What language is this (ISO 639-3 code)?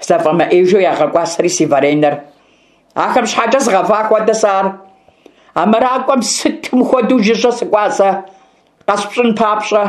kbd